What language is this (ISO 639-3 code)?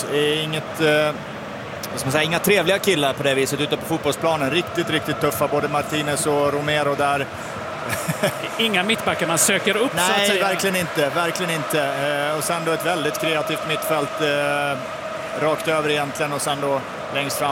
swe